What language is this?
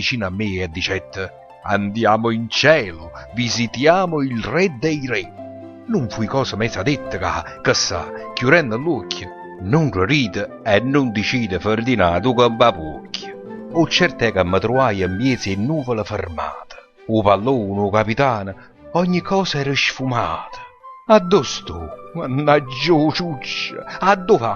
Neapolitan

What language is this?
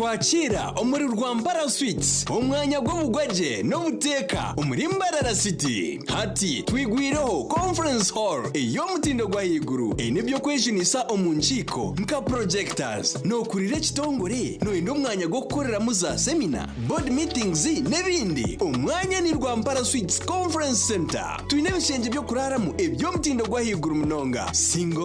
Nyankole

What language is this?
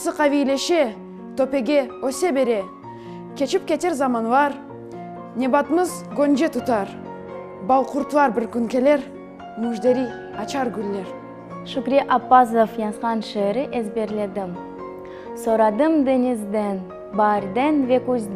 Crimean Tatar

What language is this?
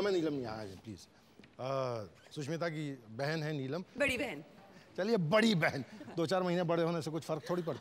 Hindi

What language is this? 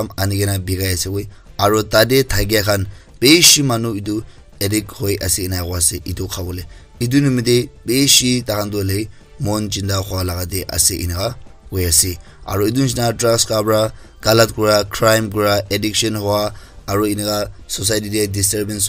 Naga Pidgin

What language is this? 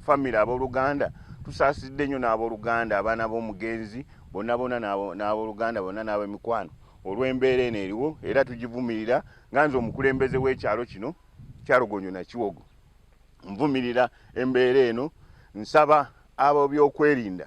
Ganda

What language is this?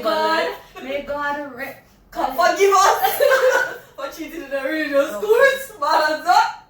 Jamaican Creole English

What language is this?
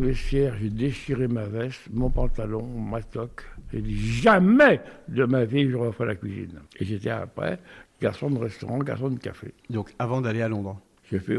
French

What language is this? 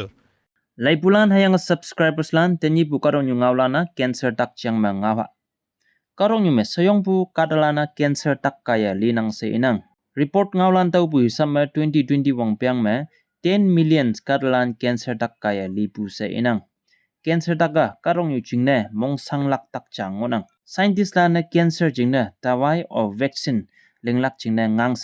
Konyak Naga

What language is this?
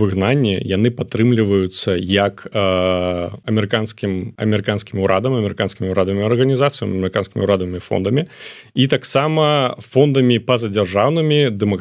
Belarusian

